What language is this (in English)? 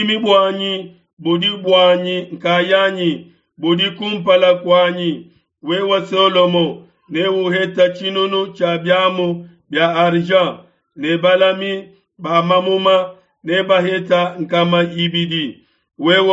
Luba-Lulua